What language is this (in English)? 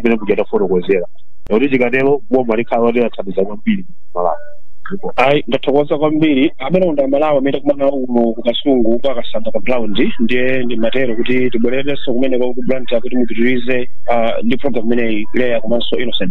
Nyanja